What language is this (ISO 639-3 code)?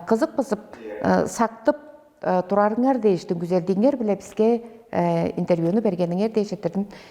tyv